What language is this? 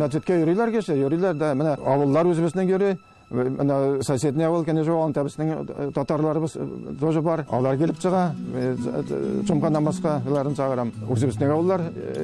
Tatar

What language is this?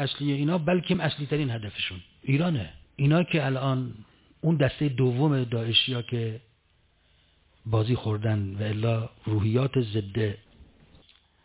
Persian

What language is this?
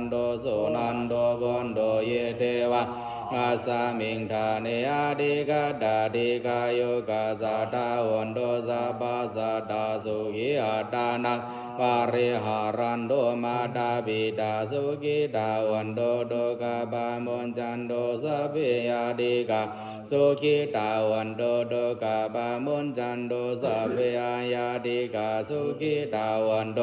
Pali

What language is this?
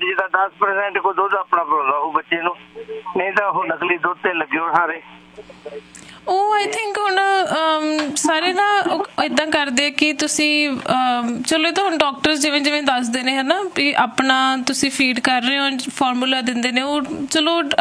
Punjabi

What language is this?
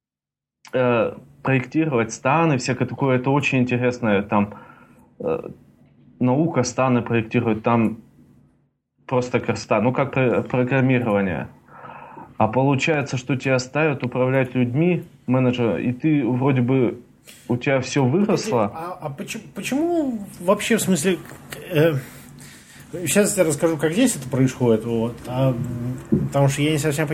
Russian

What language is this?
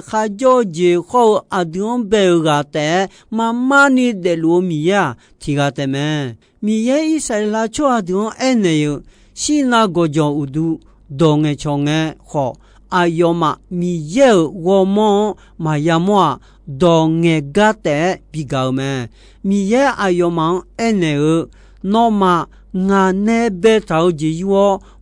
Akha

